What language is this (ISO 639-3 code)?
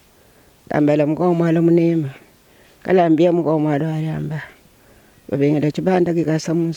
lua